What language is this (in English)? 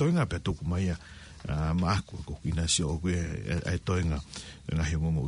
Tongan